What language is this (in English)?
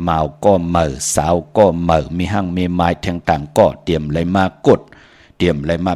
Shan